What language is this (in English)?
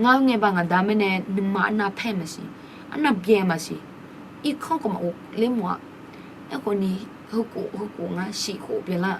Akha